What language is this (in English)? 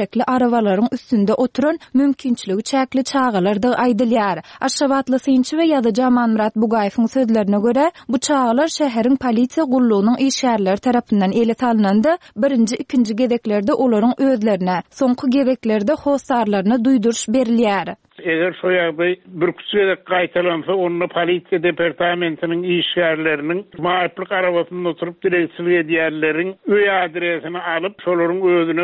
Turkmen